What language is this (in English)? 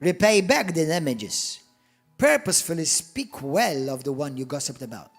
English